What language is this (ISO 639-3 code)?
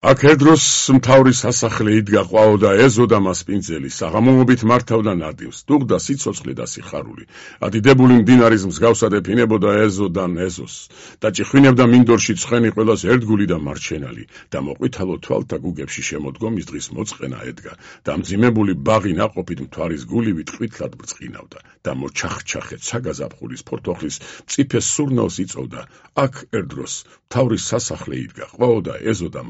kat